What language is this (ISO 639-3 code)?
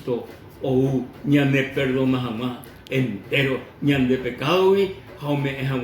grn